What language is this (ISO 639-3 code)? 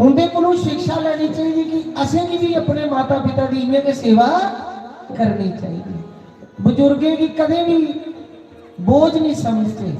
doi